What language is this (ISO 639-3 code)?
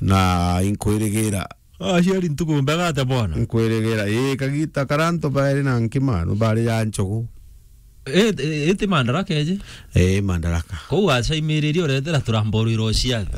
mer